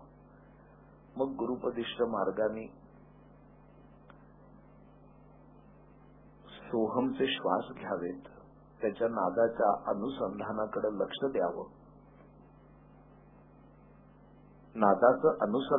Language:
Marathi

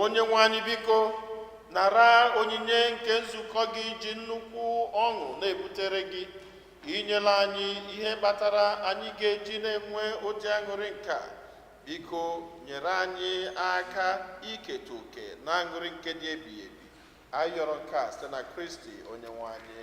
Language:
Igbo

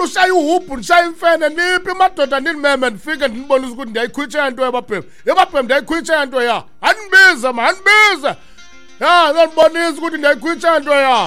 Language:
Xhosa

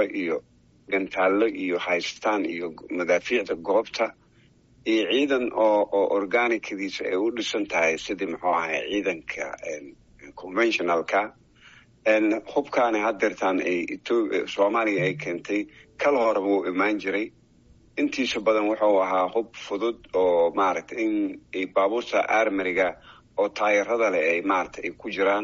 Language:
Somali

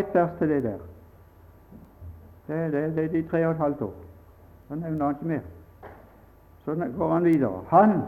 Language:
Norwegian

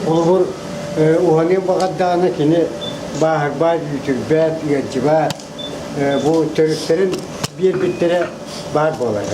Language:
Yakut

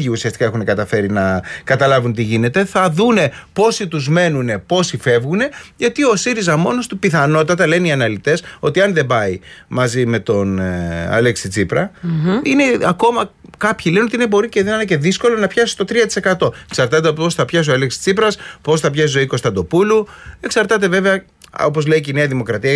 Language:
Greek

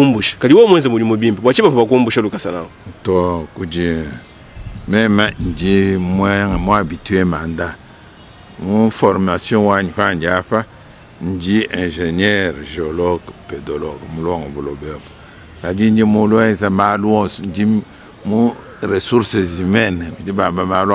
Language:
Luba-Lulua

